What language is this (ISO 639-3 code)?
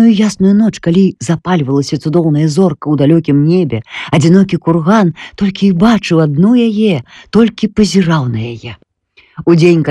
bel